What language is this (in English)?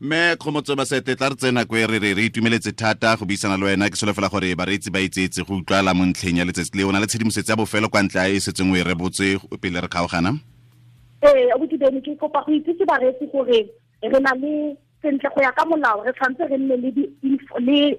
Tswana